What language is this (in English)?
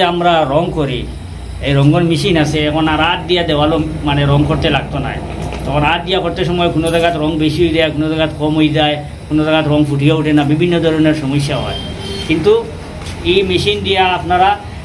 Sylheti